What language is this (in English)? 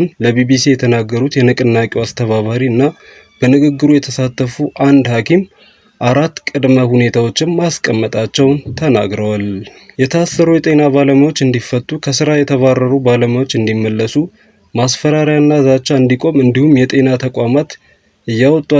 Amharic